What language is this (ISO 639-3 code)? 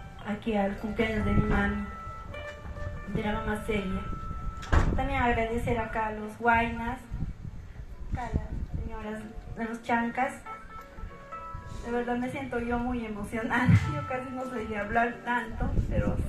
spa